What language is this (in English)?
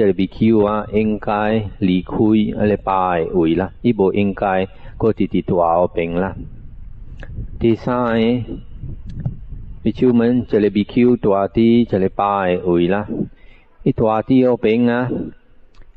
Min Nan Chinese